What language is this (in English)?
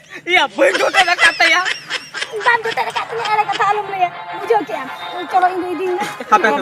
Santali